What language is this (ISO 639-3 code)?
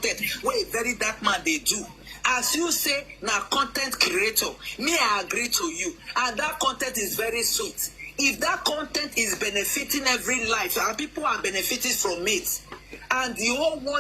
pcm